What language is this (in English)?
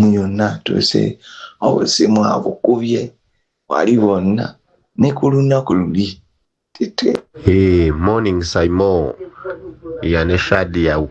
Ganda